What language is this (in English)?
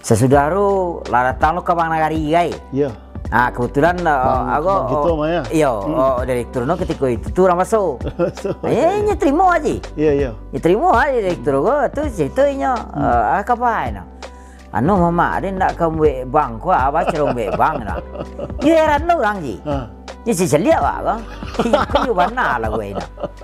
Minangkabau